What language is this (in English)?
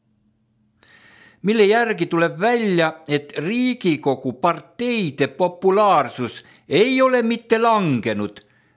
Estonian